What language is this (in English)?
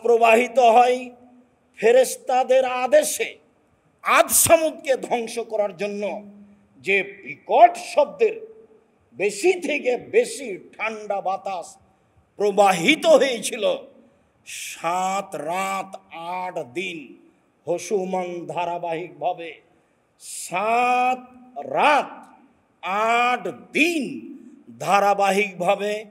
Bangla